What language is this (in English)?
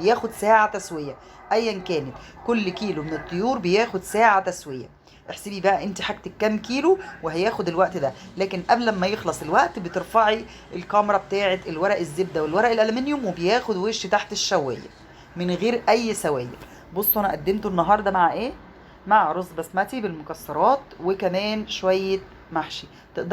Egyptian Arabic